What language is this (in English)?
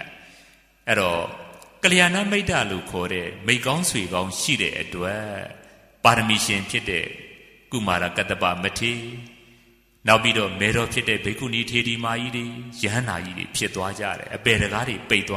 Burmese